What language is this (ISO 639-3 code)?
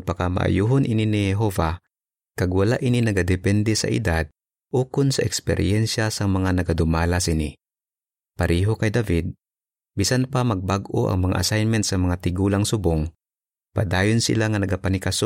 hil